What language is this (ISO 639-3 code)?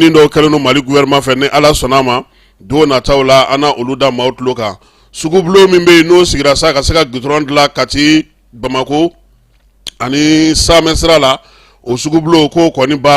bam